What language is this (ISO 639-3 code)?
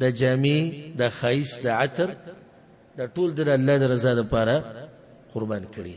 pus